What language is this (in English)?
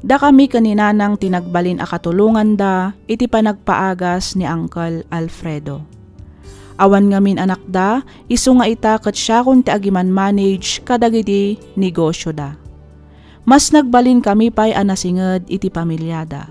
Iloko